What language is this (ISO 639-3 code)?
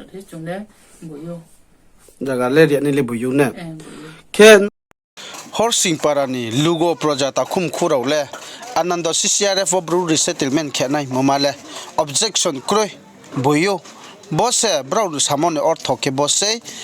ria